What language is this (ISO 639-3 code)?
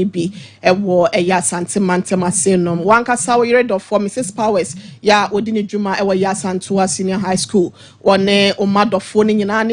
aka